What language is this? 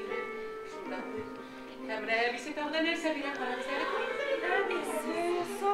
Bashkir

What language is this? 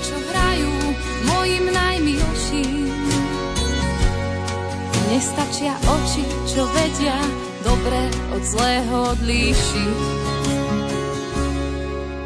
Slovak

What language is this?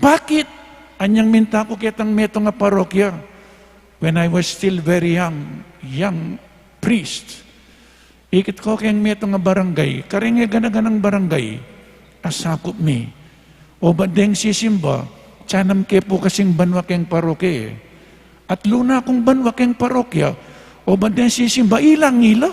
Pampanga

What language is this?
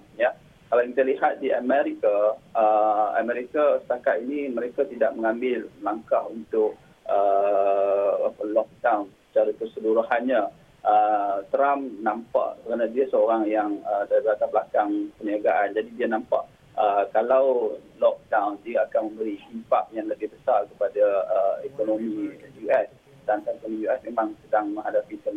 Malay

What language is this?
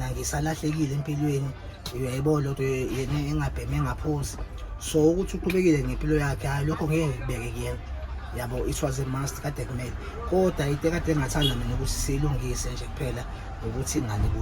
Zulu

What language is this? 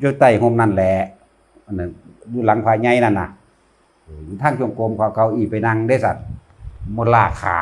Northeastern Thai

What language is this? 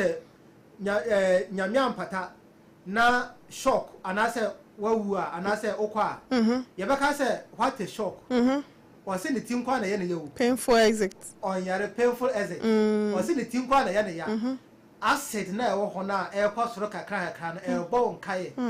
Akan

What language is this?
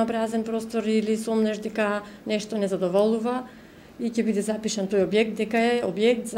Macedonian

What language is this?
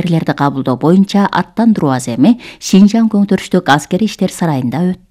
Kyrgyz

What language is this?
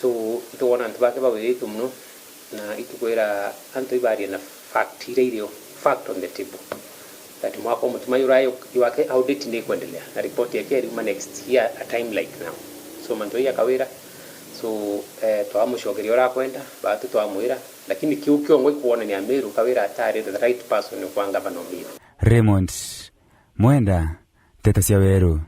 Meru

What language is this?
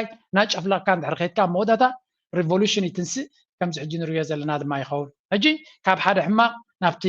Tigrinya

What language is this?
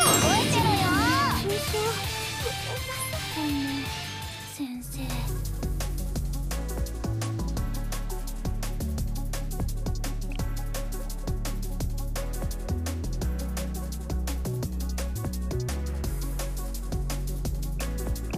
Japanese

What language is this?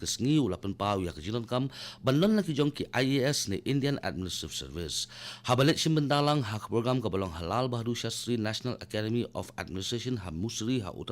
Khasi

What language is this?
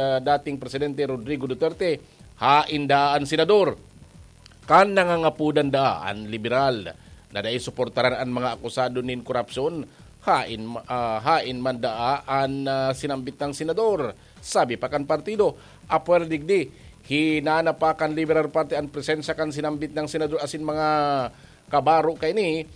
Bikol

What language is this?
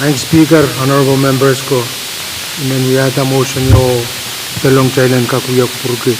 Pohnpeian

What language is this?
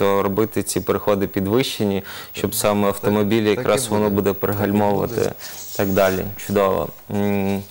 Ukrainian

